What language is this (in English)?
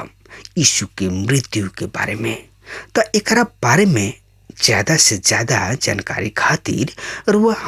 Bhojpuri